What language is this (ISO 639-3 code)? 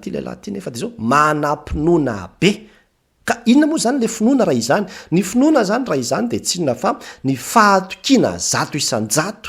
mlg